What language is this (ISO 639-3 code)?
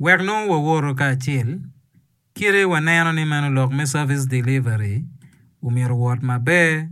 ach